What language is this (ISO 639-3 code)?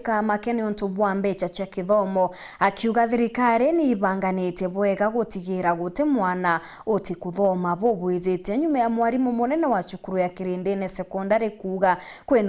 mer